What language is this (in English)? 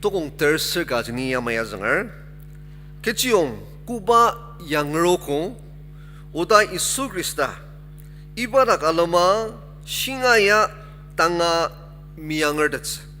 Ao Naga